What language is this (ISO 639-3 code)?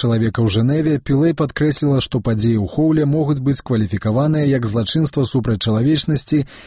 bel